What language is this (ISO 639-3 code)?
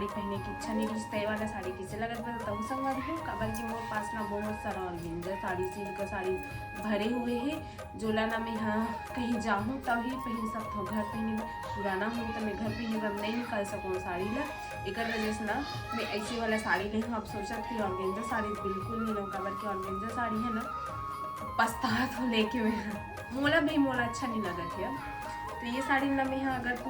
hne